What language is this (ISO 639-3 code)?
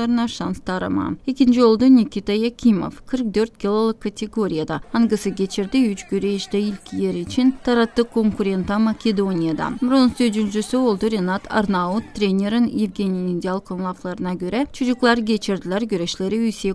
gag